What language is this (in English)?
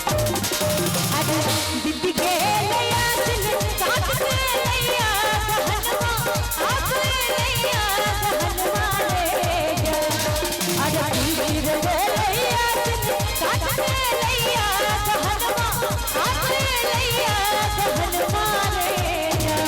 Maithili